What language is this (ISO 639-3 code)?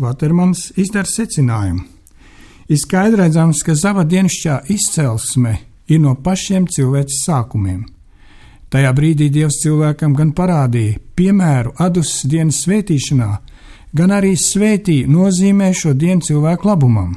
lav